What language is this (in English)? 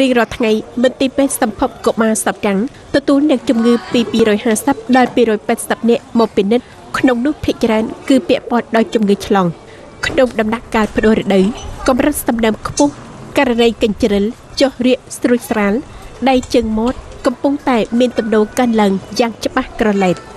Khmer